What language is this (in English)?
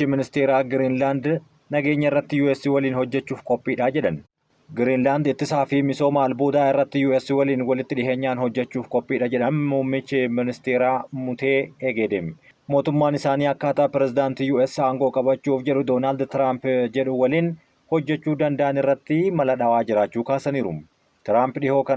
Oromo